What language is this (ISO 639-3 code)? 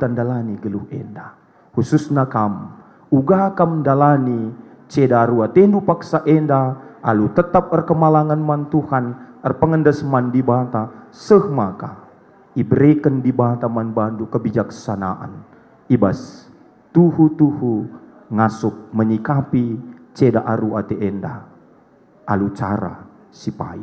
btx